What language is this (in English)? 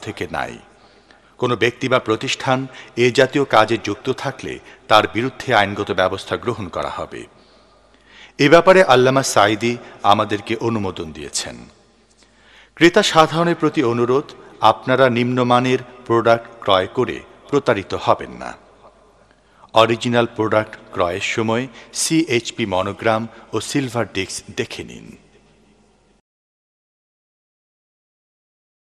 Bangla